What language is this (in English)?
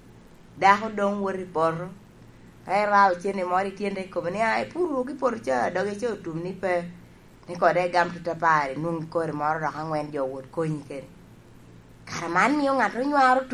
Lango (Uganda)